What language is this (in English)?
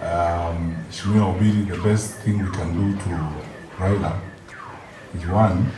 Gusii